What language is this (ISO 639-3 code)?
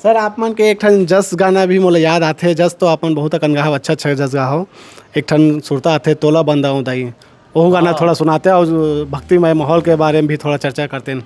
hne